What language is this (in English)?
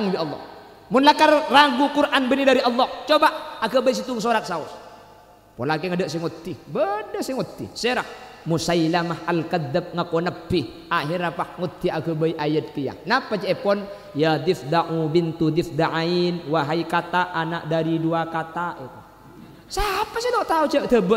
Madurese